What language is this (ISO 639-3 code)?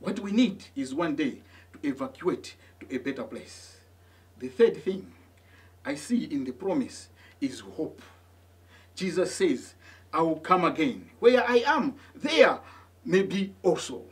eng